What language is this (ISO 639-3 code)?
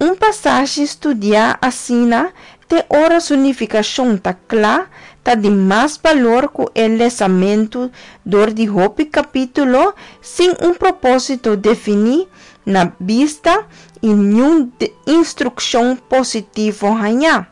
pap